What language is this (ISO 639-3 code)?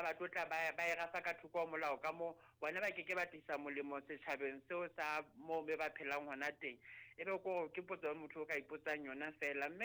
sot